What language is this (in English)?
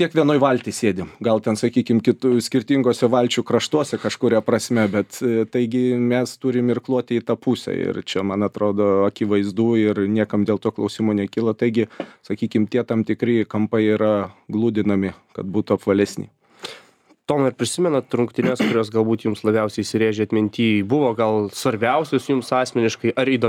Lithuanian